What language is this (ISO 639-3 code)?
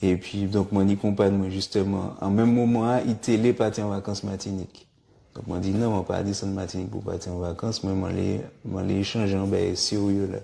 gcf